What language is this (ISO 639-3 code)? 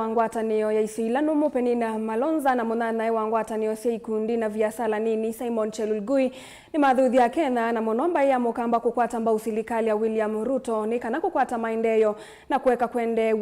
kam